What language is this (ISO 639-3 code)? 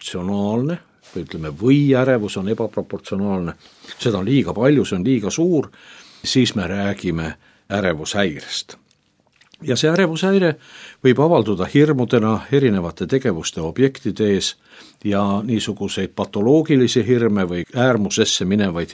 est